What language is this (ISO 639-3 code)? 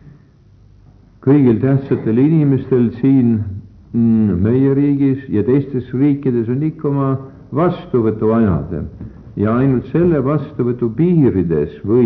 est